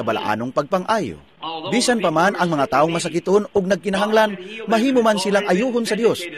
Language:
Cebuano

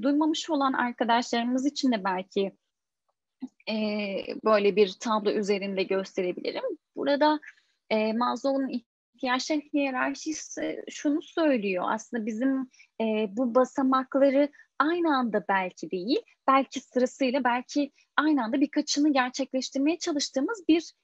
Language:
Turkish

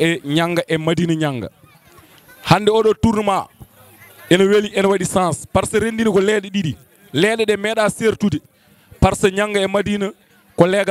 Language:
Fula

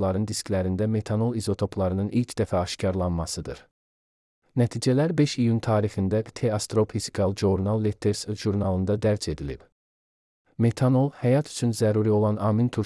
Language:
Azerbaijani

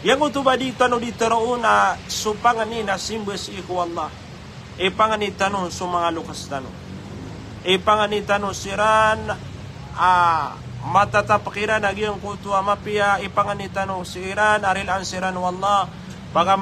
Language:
Maranao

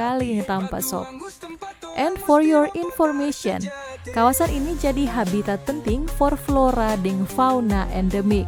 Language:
Manado Malay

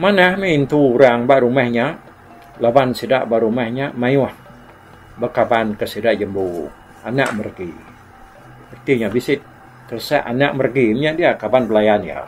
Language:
Iban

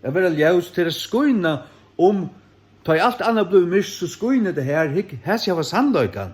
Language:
Faroese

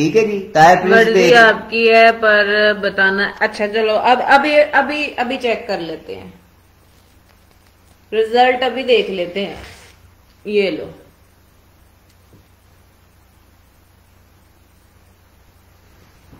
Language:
Hindi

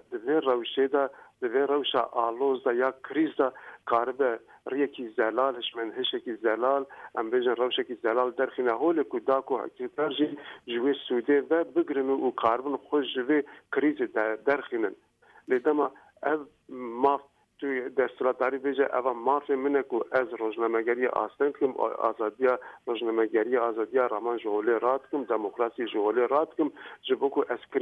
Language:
Kurdish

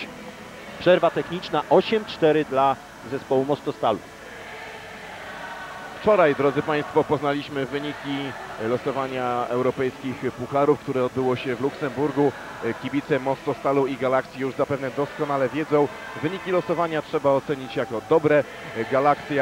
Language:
Polish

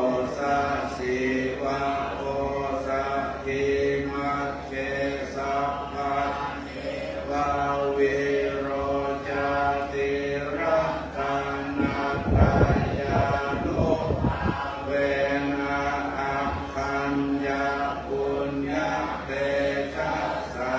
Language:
Pali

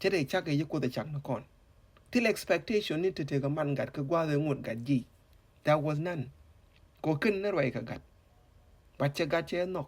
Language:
Nuer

